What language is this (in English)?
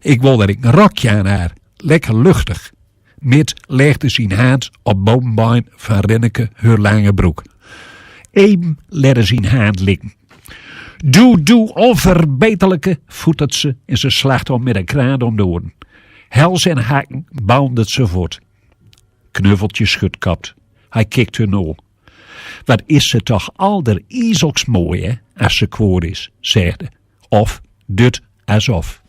Gronings